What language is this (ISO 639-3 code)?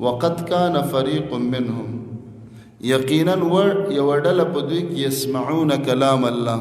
pus